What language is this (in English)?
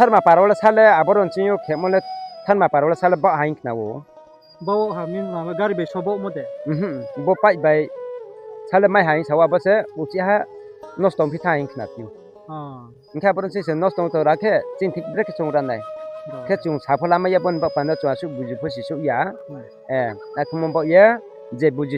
Riang (India)